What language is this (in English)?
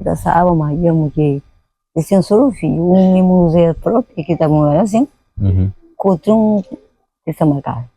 Kabuverdianu